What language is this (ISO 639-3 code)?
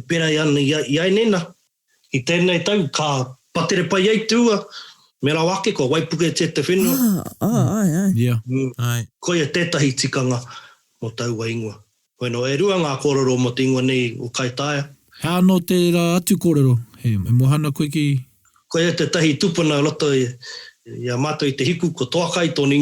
mri